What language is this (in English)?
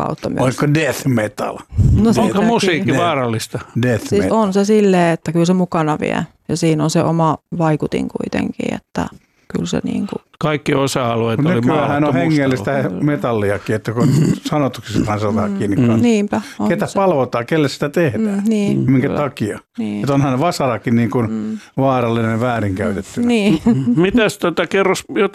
Finnish